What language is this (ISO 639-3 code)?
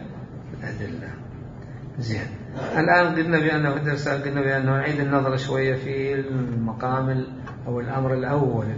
acm